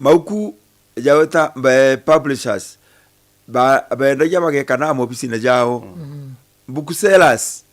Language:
Meru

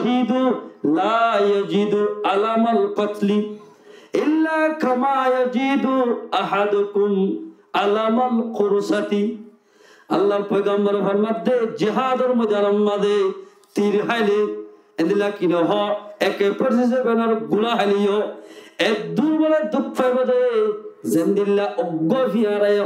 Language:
Rohingya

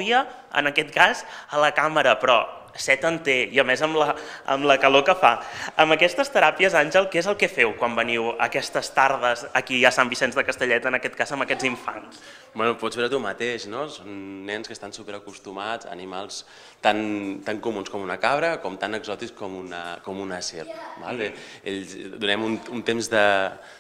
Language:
Catalan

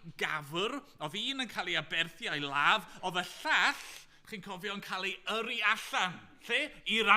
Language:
Welsh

